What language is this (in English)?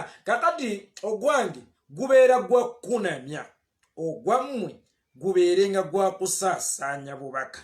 Ganda